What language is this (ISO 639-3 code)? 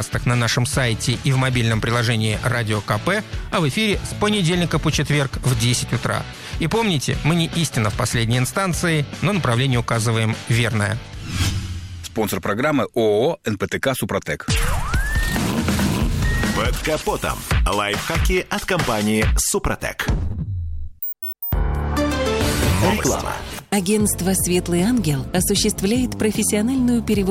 rus